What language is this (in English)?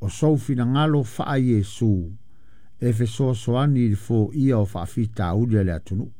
Samoan